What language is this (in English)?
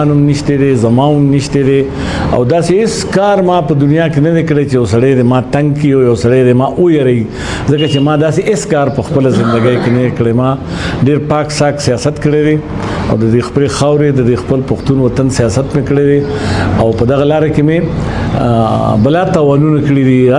Pashto